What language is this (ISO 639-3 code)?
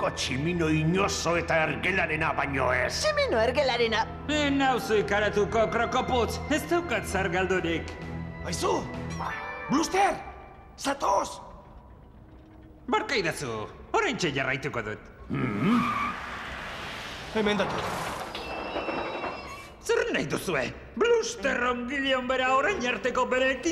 eus